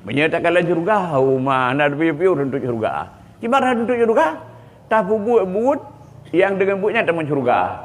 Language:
Achinese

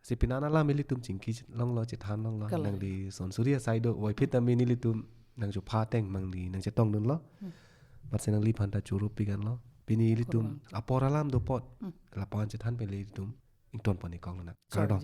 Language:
Karbi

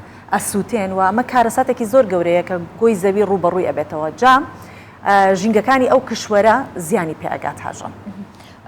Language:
Central Kurdish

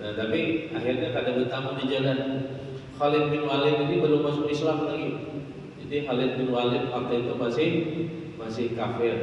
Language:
Banjar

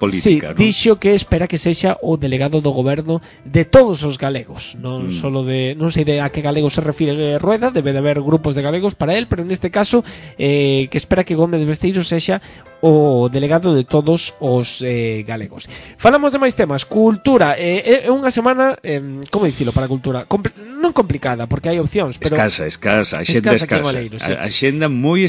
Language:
Galician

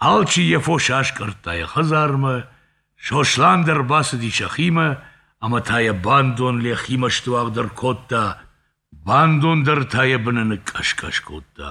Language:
Ossetic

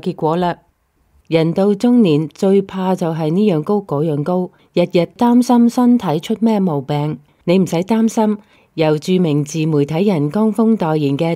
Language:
Cantonese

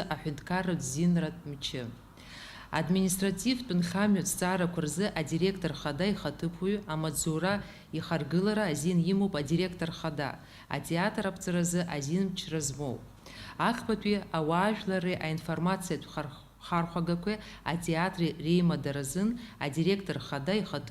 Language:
Abkhazian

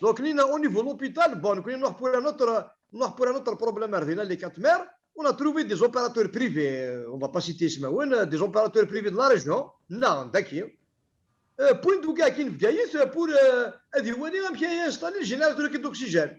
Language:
Kabyle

